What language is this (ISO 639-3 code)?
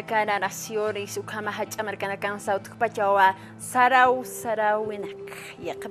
aym